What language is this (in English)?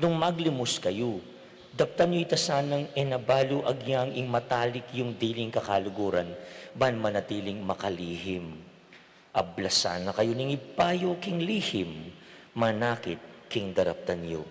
Pampanga